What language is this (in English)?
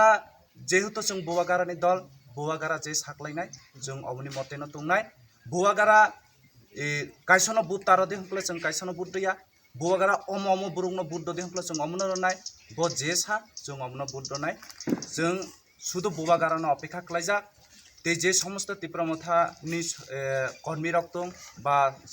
Kok Borok